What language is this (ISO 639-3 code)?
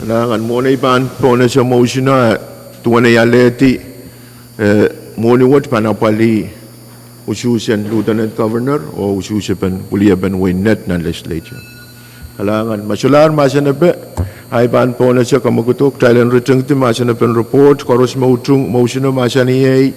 pon